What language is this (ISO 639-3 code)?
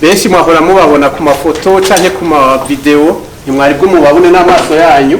run